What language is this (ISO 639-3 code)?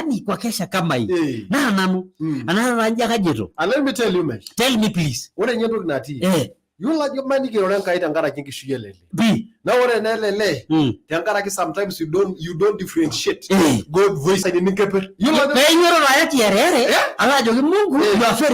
mas